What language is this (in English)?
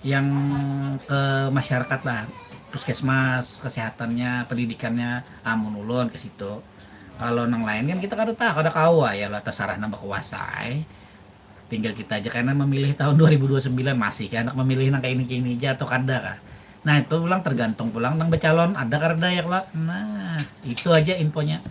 Banjar